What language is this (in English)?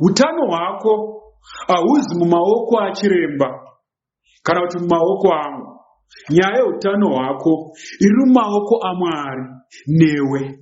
Shona